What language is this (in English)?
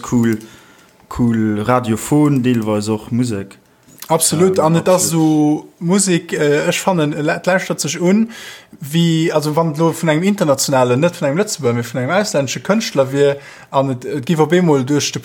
Luxembourgish